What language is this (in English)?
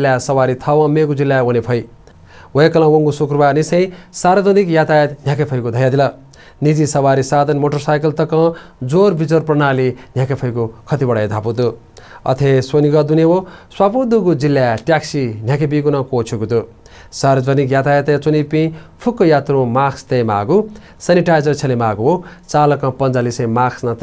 Newari